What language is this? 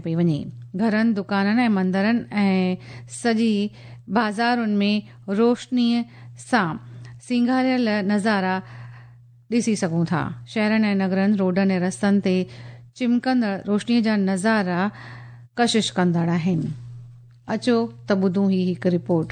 Sindhi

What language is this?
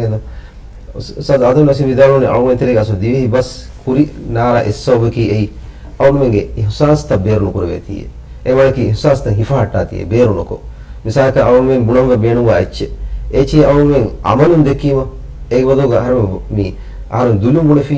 Divehi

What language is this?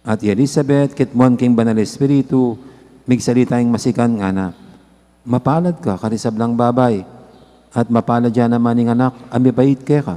Pampanga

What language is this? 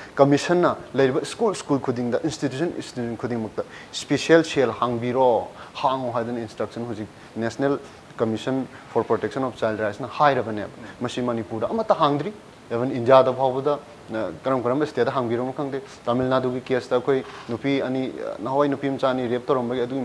Manipuri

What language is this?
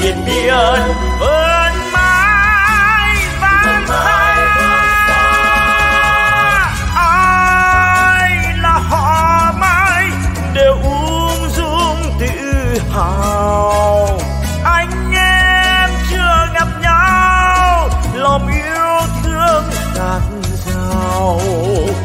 Vietnamese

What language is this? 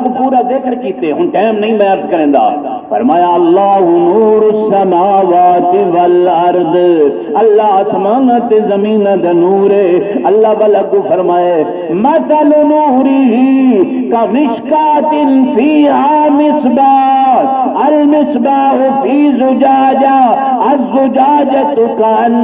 Saraiki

